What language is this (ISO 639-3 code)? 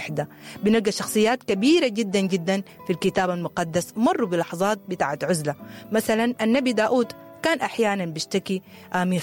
apd